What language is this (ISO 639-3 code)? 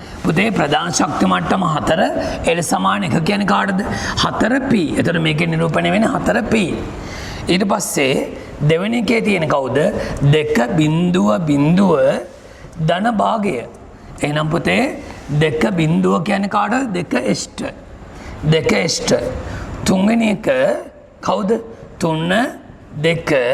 sin